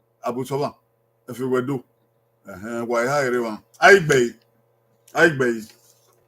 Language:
Bini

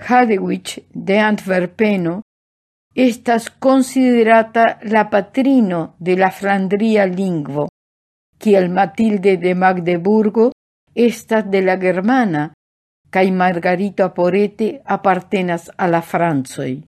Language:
Esperanto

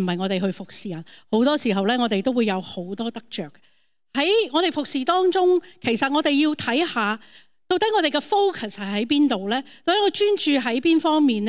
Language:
Cantonese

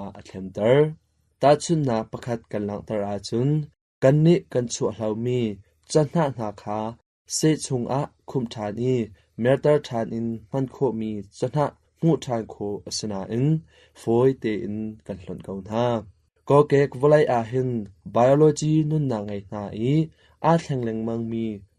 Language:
Hakha Chin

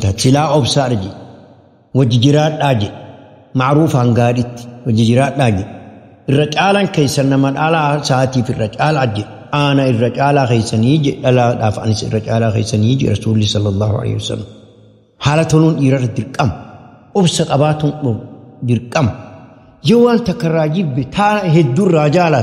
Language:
Oromo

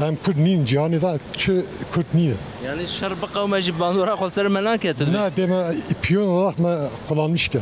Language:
Kurdish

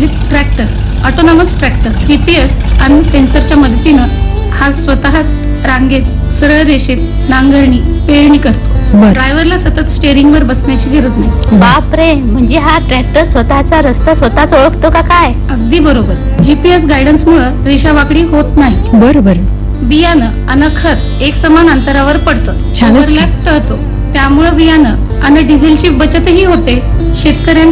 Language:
Marathi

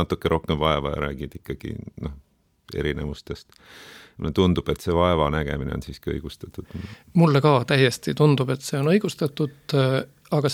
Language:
Estonian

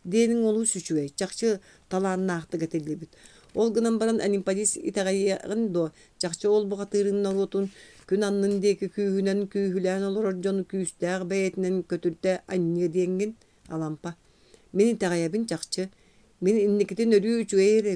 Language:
Yakut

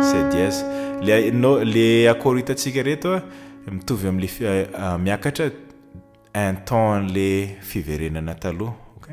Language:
Malagasy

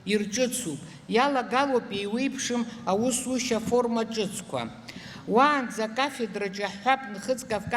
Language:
Abkhazian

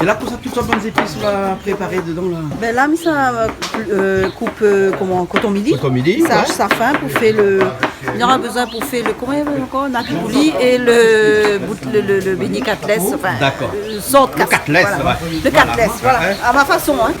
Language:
Réunion Creole French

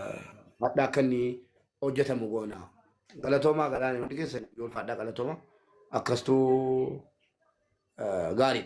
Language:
Oromo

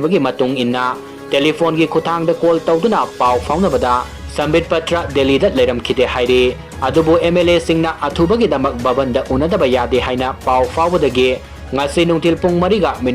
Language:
Manipuri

